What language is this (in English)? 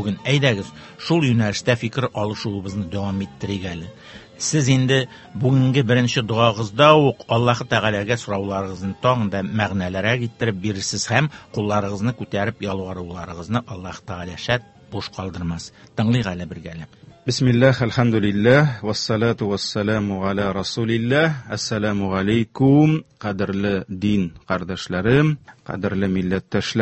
Tatar